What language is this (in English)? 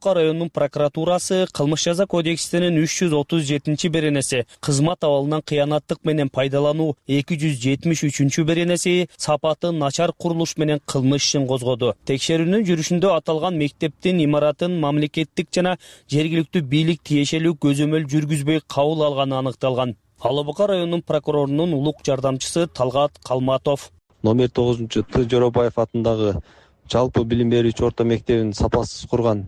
Kyrgyz